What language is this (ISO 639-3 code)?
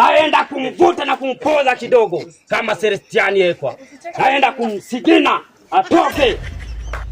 swa